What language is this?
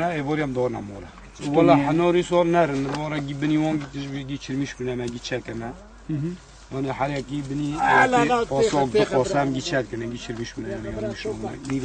Kurdish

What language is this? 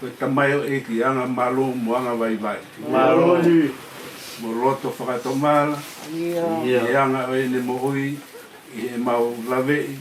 Tongan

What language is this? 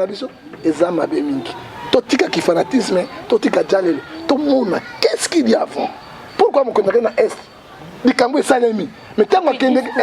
Lingala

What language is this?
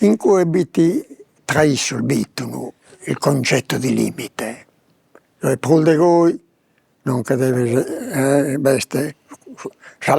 Sardinian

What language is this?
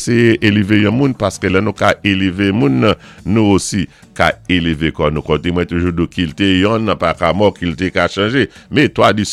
Saint Lucian Creole French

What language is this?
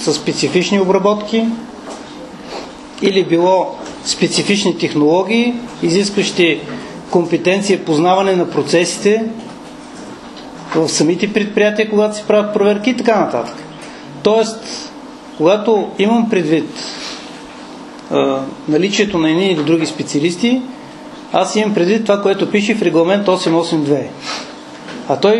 Bulgarian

